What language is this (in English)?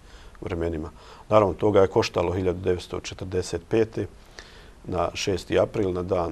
Bosnian